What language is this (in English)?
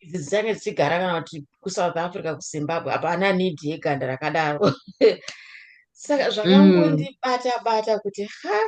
Shona